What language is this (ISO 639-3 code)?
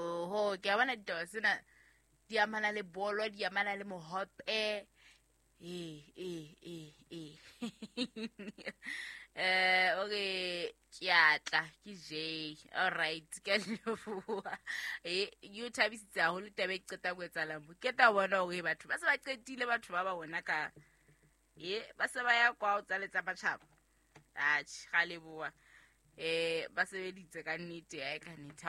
sot